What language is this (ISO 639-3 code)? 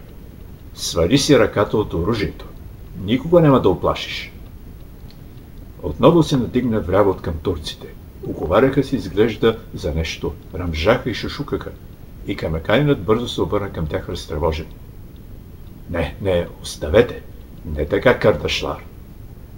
bul